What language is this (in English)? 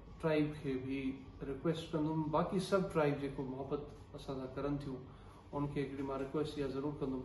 Sindhi